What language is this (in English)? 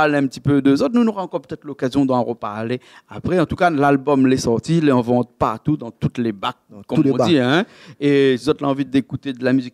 Réunion Creole French